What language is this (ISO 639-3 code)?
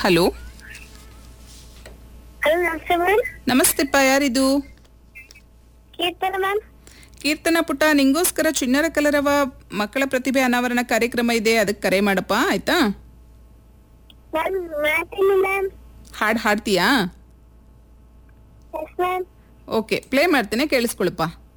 kan